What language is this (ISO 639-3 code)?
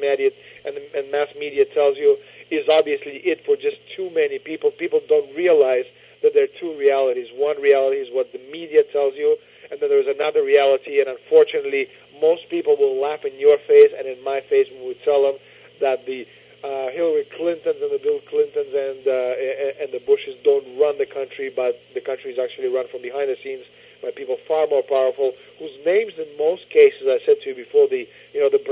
eng